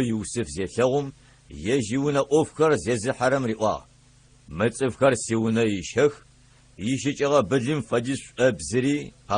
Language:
Adyghe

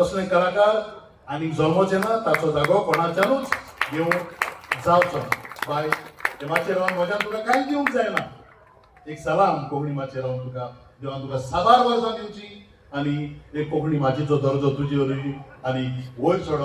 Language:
Konkani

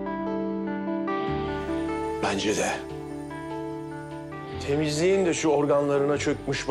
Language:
Turkish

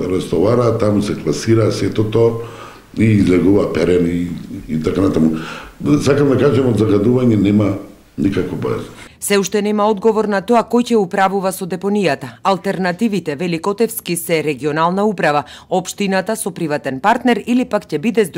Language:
Macedonian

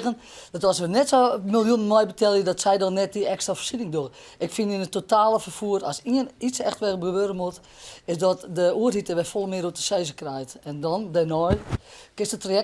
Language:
Western Frisian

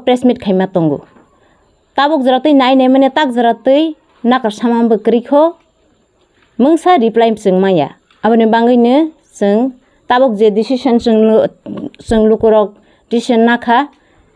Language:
Kok Borok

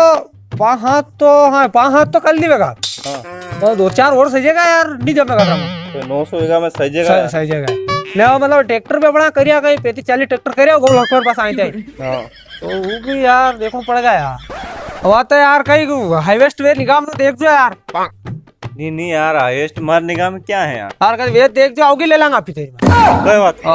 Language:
Rajasthani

